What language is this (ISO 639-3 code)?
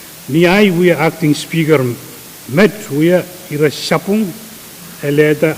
pon